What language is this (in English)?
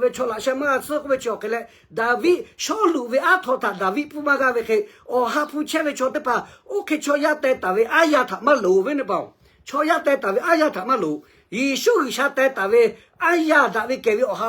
Lahu